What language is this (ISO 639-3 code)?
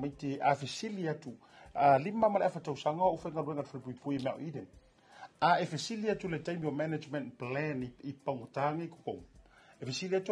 smo